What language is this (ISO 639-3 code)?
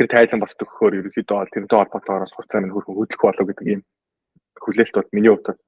mon